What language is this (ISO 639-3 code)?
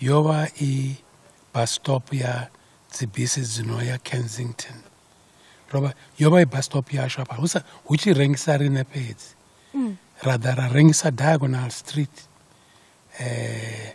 ven